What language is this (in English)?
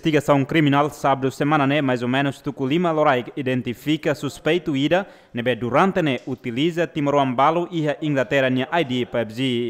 Tetum